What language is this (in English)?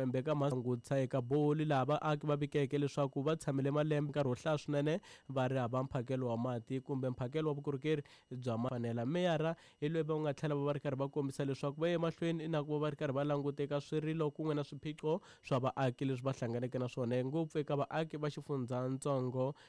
Tsonga